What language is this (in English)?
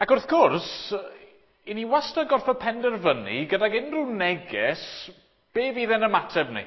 Welsh